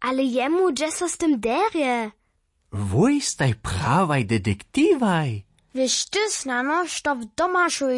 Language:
Upper Sorbian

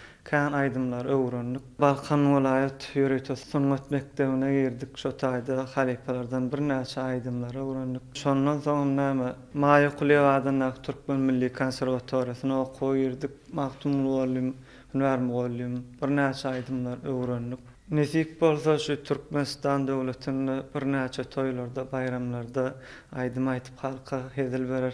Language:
Turkmen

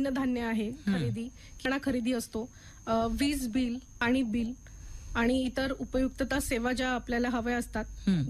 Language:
Marathi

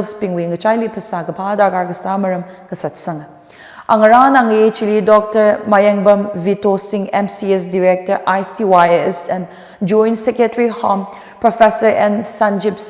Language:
Tangkhul Naga (India)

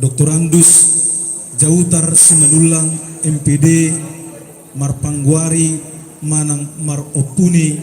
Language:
Batak Toba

